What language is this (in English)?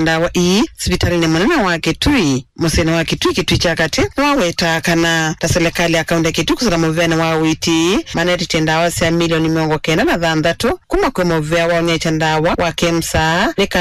Kamba